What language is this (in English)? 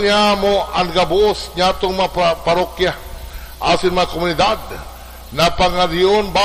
Bikol